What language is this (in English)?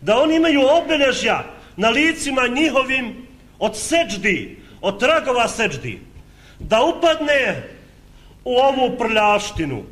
Bosnian